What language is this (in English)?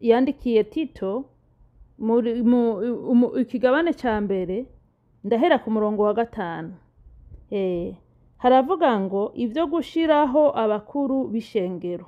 Rundi